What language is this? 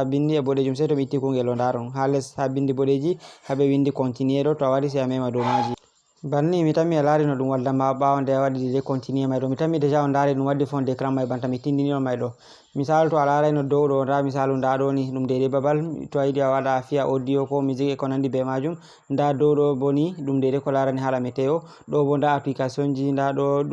Fula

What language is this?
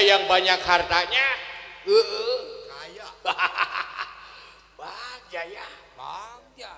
Sundanese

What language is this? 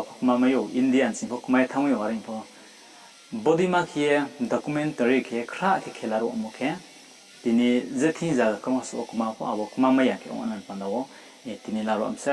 Riang (India)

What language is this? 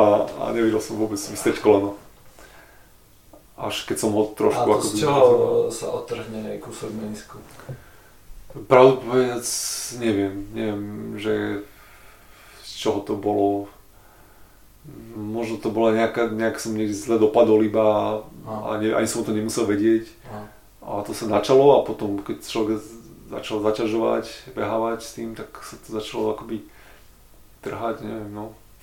Slovak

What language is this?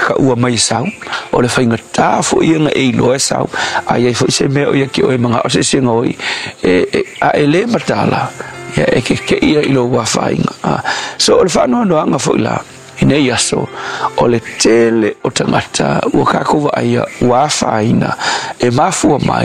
Samoan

